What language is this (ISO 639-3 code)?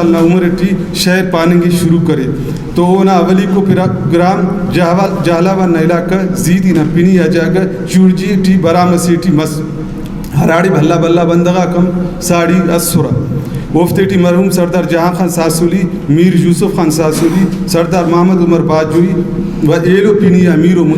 brh